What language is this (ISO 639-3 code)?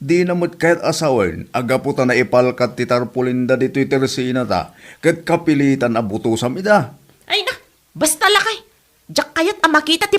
ilo